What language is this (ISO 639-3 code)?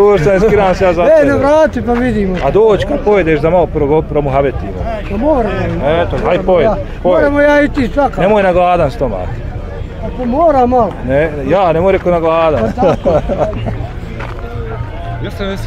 bos